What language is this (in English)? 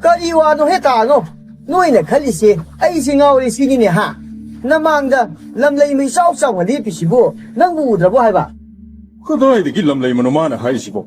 Manipuri